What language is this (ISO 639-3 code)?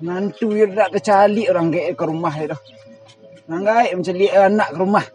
min